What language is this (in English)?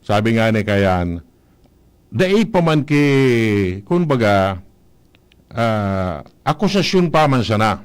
Bikol